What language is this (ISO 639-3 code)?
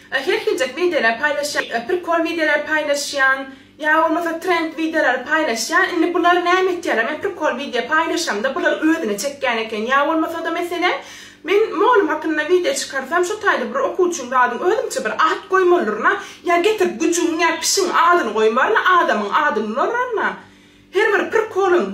tuk